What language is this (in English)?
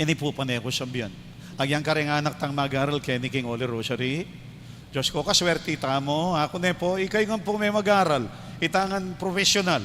Pampanga